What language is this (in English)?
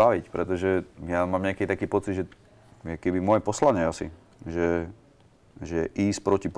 Slovak